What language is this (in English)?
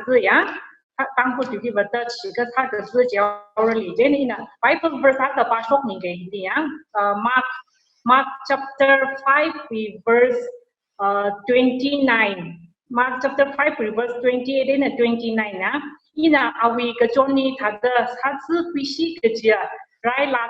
Tangkhul Naga (India)